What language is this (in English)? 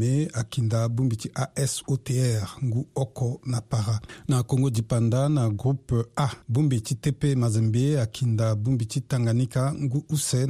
Sango